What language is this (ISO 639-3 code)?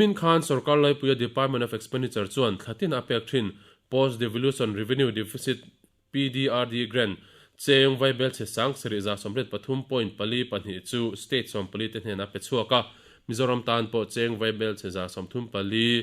lus